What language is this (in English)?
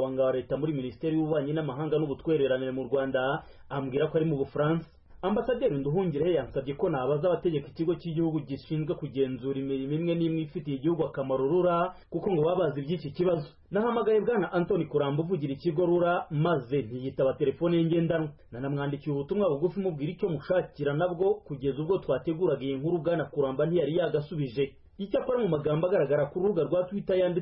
Kinyarwanda